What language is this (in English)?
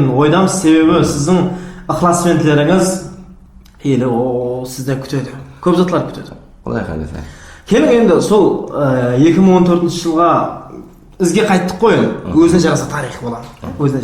Kara-Kalpak